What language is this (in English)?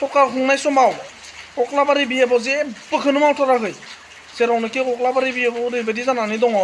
Bodo